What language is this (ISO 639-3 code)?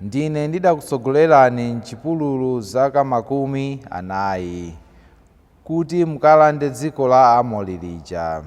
nya